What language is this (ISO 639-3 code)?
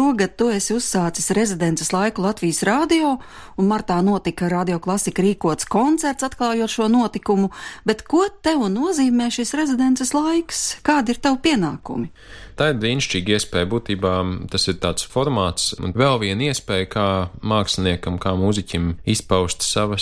lav